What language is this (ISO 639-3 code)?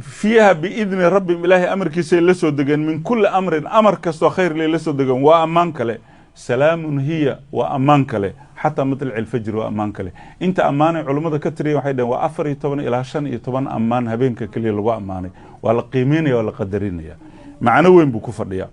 som